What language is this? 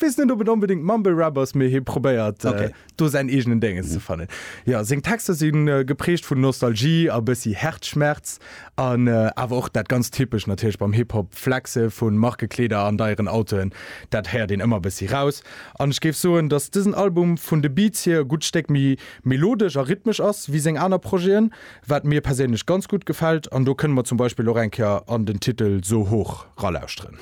Luxembourgish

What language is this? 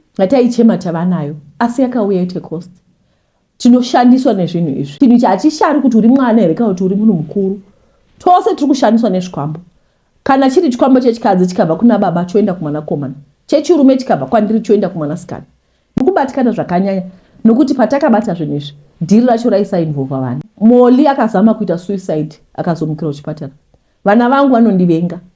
Shona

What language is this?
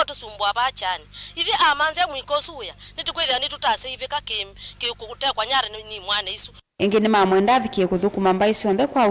Kamba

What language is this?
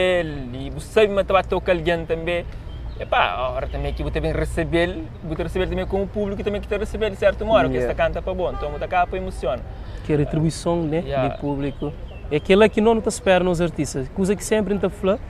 Kabuverdianu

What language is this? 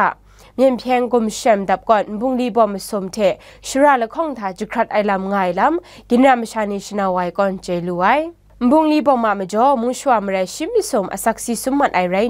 Kachin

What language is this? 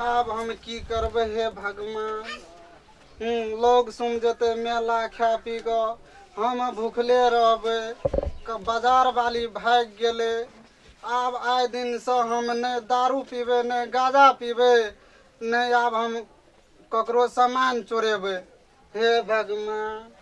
Maithili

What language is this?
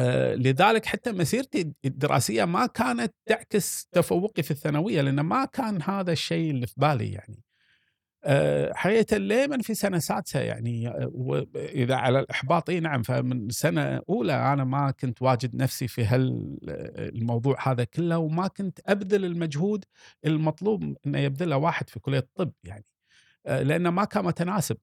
Gulf Arabic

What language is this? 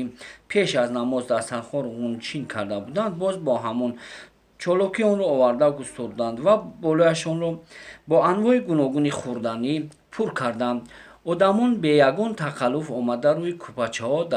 Tajik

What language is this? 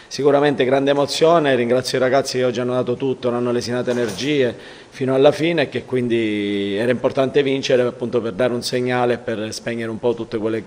Italian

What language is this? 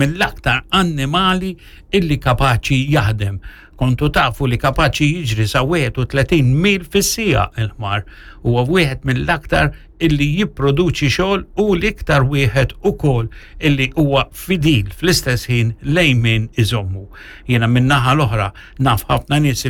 Maltese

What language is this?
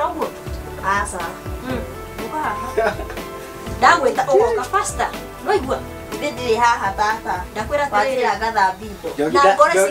Kikuyu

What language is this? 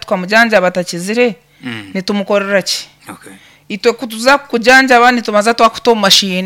Nyankole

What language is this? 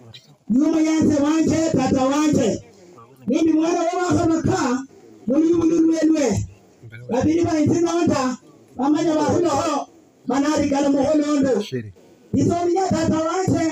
Swahili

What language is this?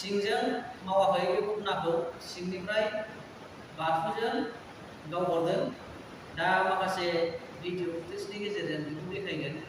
Bodo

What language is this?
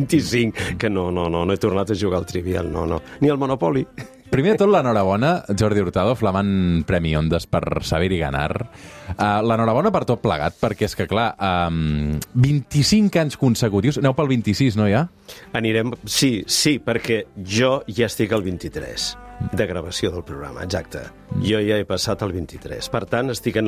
Catalan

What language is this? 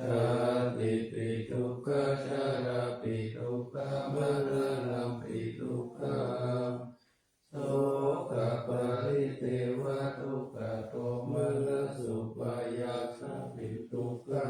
Pali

